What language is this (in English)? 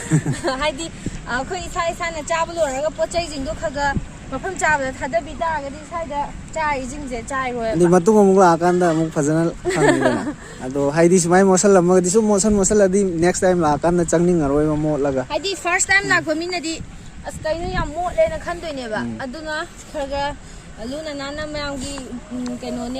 Manipuri